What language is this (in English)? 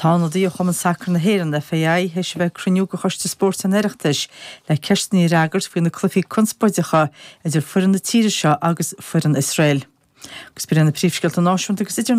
Irish